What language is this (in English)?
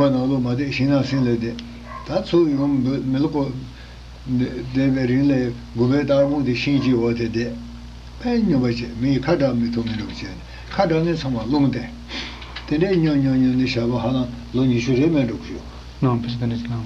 Tibetan